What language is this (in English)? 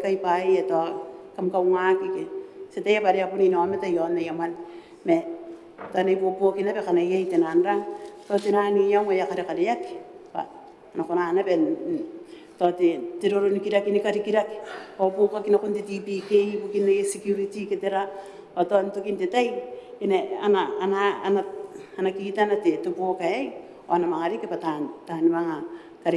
Gilbertese